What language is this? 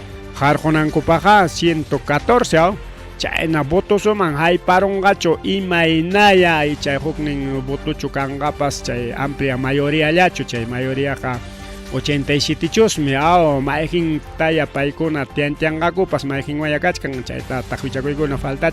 Ayacucho Quechua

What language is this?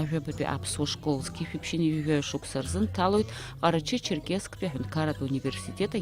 Abkhazian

